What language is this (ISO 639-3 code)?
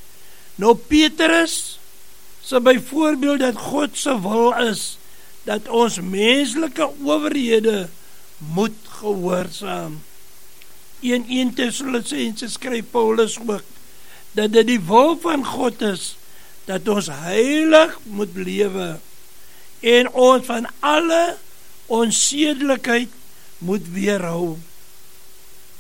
afr